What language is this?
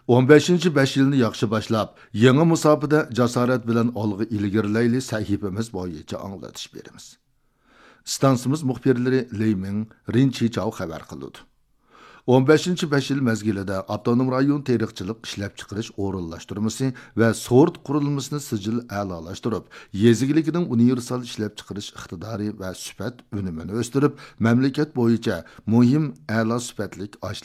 Uyghur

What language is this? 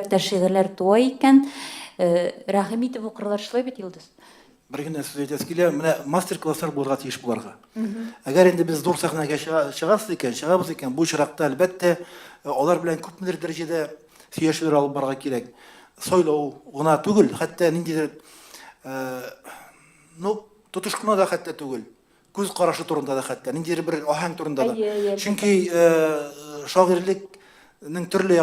Tatar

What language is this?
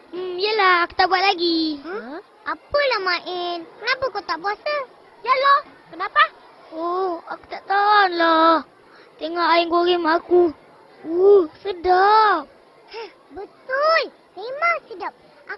Malay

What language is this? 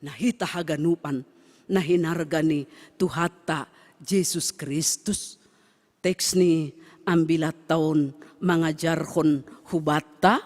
Batak Simalungun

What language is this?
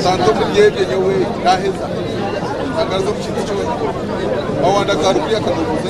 Nyankole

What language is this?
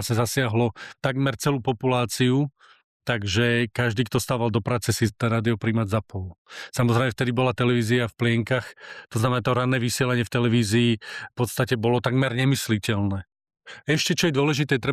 Slovak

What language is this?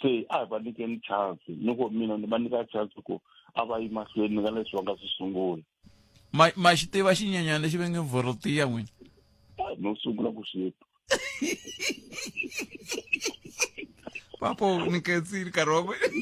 Tsonga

